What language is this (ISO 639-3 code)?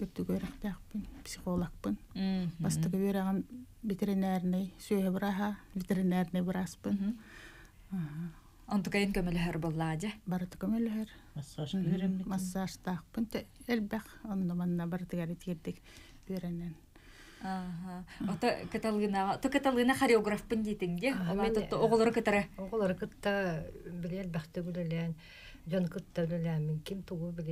sah